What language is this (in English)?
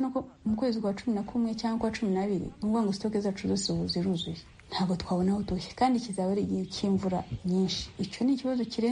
Kinyarwanda